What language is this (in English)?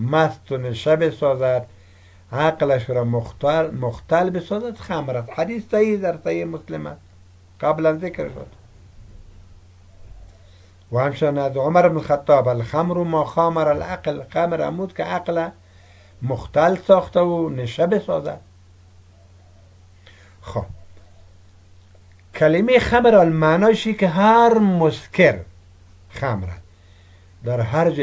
Persian